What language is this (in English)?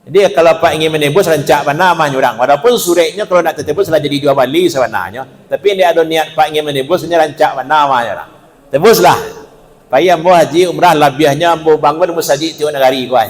Minangkabau